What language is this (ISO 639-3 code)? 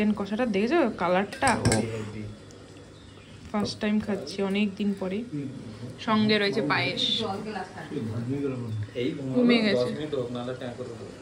ben